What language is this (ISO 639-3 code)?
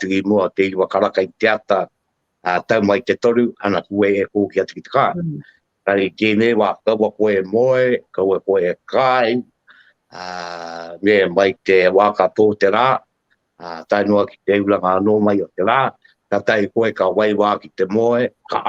mri